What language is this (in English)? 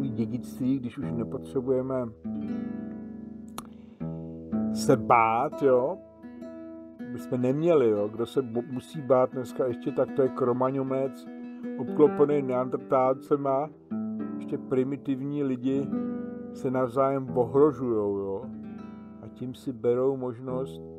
Czech